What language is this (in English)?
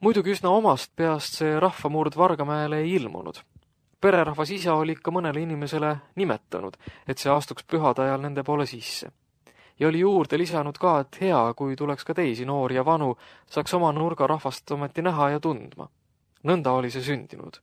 Estonian